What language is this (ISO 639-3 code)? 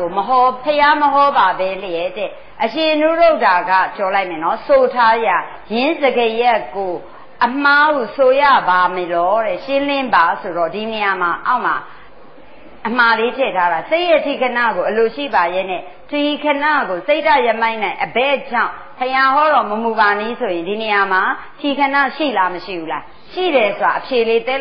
mya